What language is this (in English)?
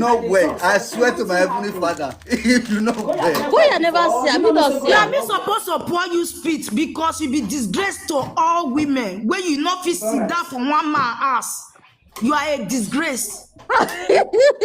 Nigerian Pidgin